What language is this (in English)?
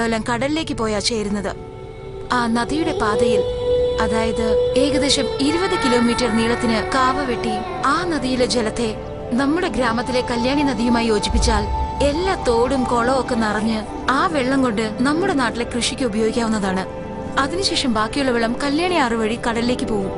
Malayalam